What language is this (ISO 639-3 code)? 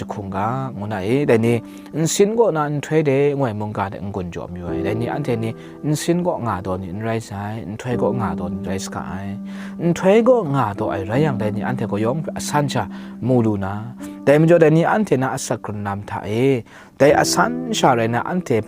kac